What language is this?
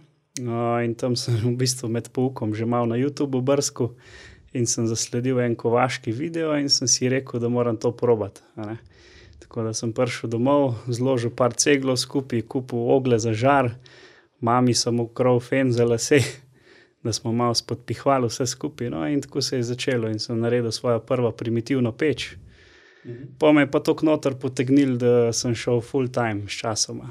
Slovenian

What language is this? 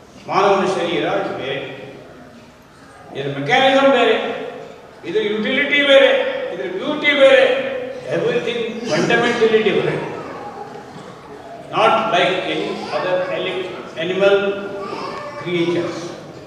Kannada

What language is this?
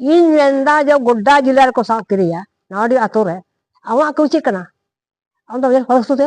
Santali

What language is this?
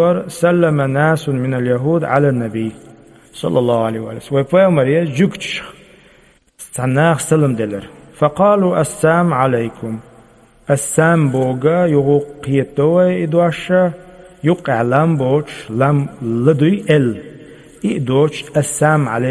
Chechen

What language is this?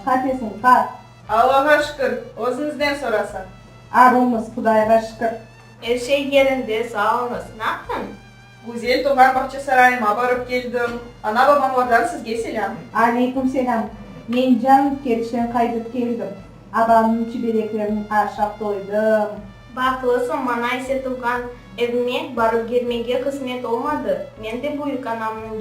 Crimean Tatar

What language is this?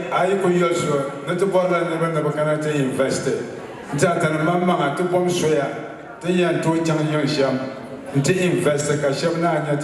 Dagbani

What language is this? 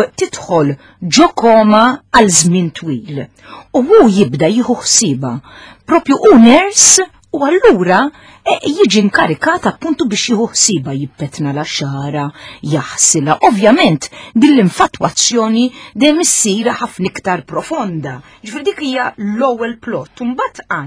Maltese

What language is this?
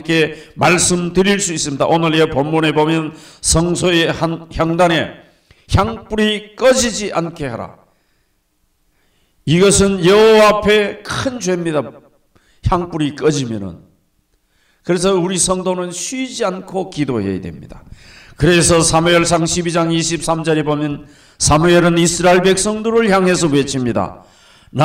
Korean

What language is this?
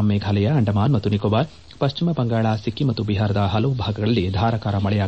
Kannada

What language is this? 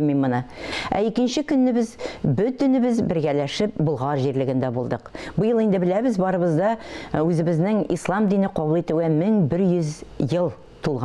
Tatar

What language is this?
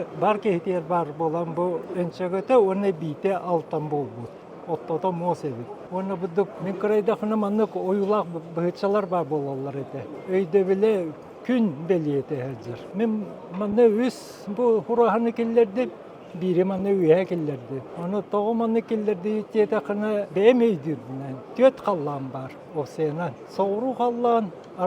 Yakut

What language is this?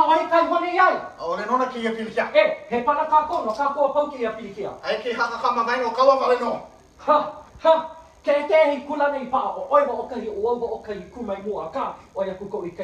Hawaiian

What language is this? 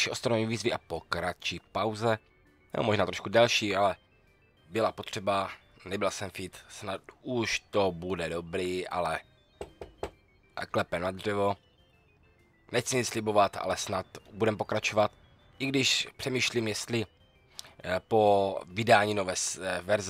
Czech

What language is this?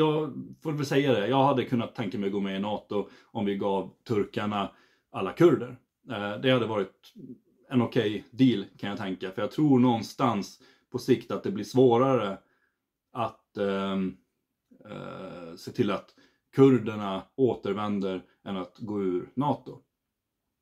Swedish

